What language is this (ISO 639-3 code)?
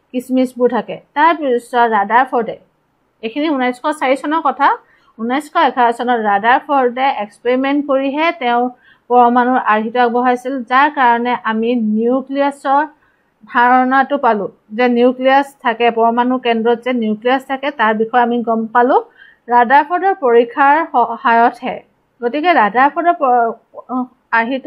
asm